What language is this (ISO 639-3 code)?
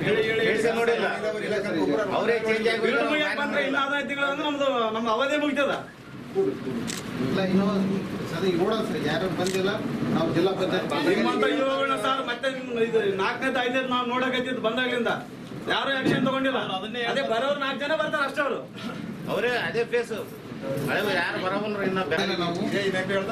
kan